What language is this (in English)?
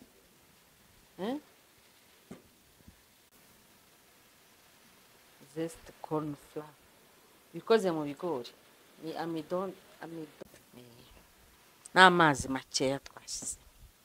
Kinyarwanda